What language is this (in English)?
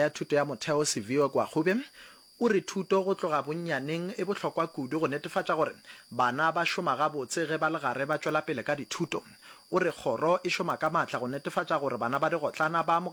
Northern Sotho